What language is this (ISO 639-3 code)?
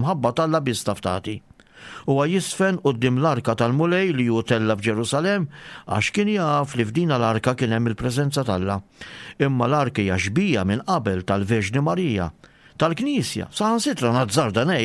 mlt